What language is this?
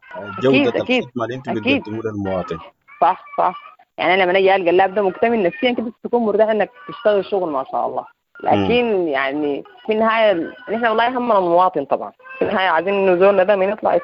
Sudanese Arabic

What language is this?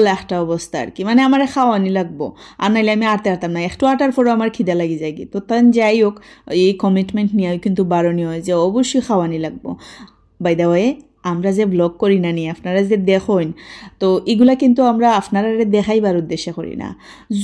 Sylheti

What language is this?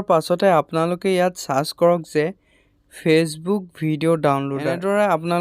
Assamese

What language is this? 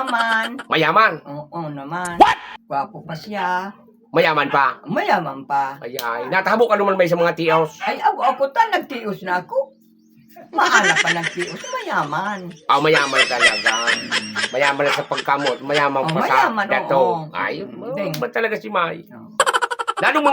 Bikol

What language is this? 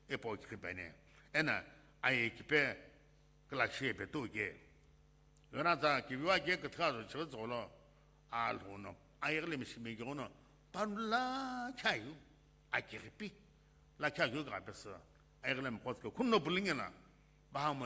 Sumi Naga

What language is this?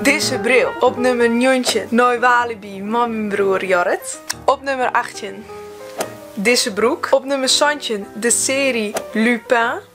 Western Frisian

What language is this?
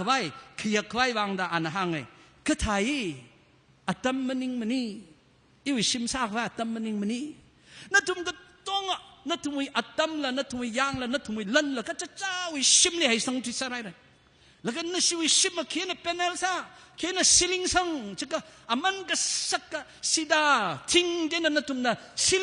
Tangkhul Naga (India)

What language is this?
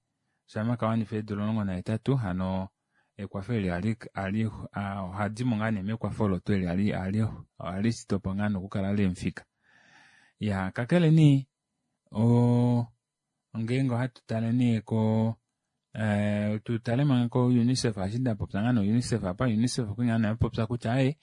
Kuanyama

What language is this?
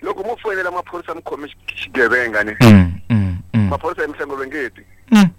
Tsonga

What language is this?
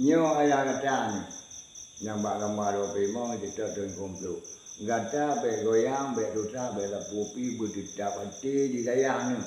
Achinese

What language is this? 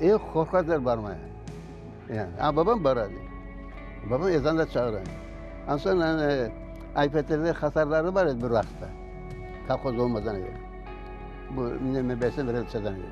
Crimean Tatar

